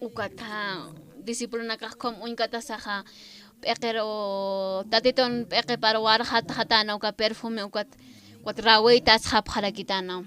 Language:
Aymara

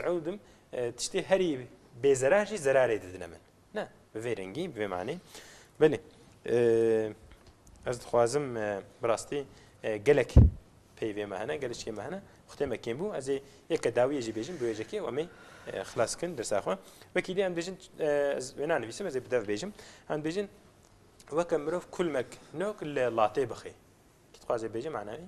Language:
Kurdish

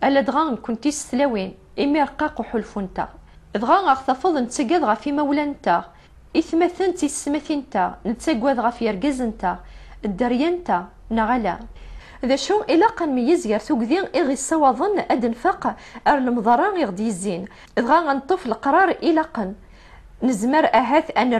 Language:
Kabyle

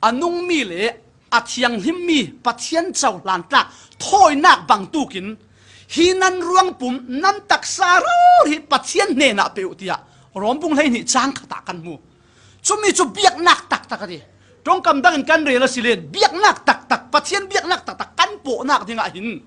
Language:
Falam Chin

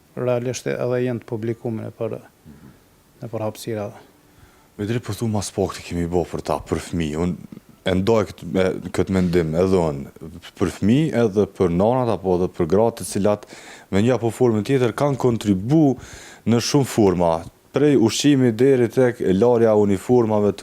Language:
Albanian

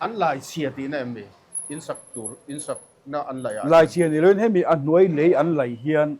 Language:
Mizo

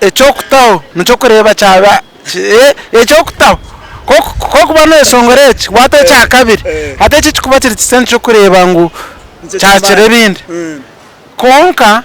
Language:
Nyankole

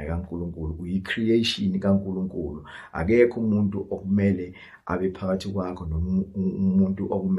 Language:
Zulu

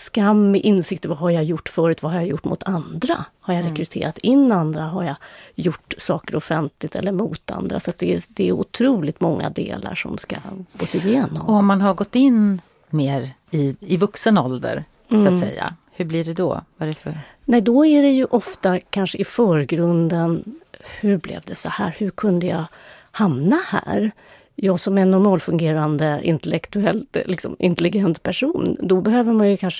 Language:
Swedish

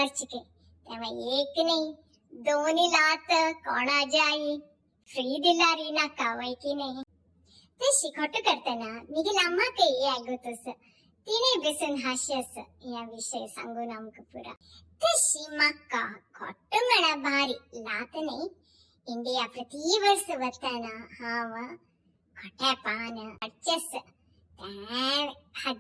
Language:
Konkani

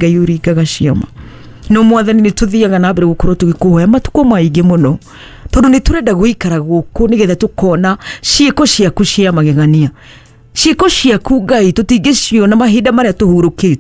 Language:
Kikuyu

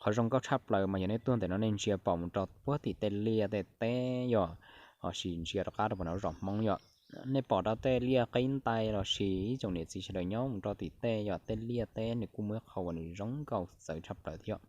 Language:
Hmong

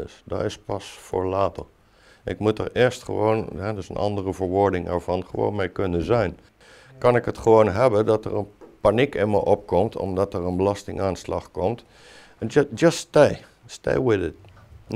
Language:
Dutch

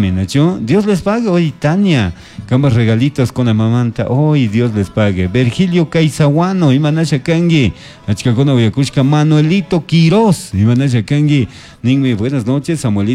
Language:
Chimborazo Highland Quichua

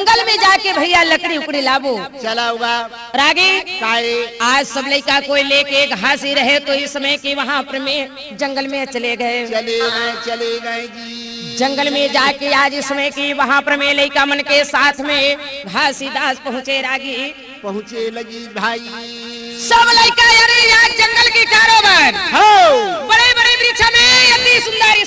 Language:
Chhattisgarhi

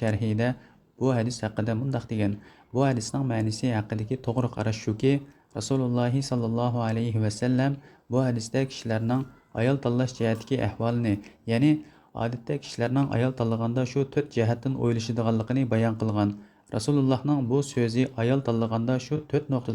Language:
Uyghur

